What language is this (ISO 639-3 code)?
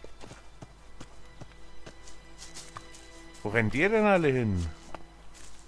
deu